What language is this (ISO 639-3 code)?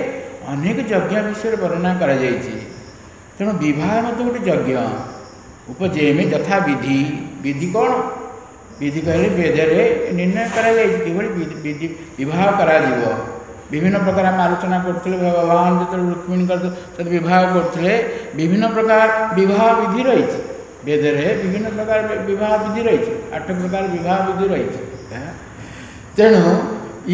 ori